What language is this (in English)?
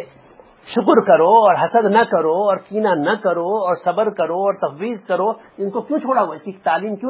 Urdu